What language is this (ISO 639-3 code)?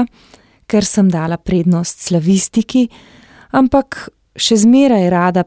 slv